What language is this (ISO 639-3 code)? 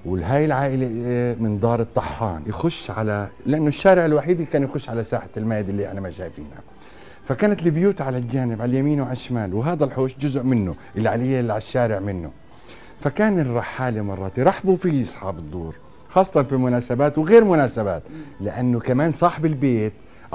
apc